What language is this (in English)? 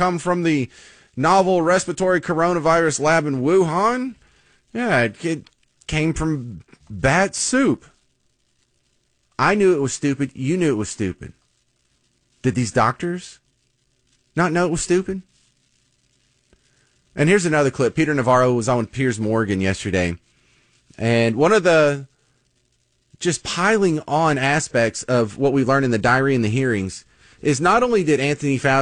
English